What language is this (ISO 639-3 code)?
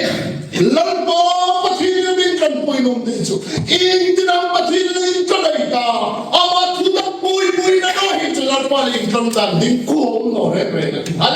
hmr